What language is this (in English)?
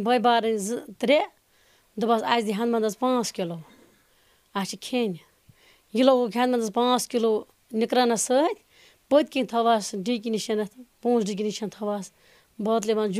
Kashmiri